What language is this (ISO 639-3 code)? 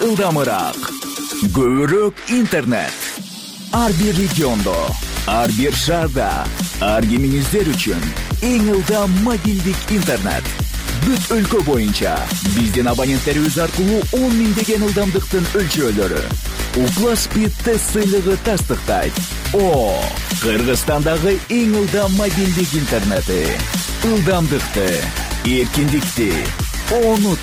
kir